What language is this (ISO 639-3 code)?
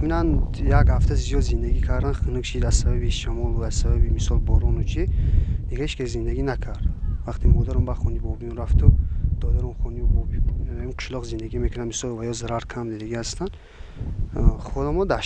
tgk